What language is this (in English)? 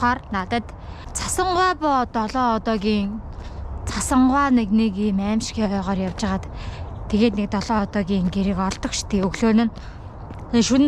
Mongolian